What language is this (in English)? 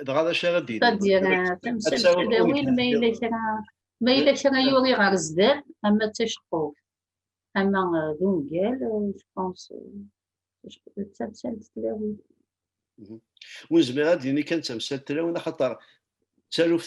Kabyle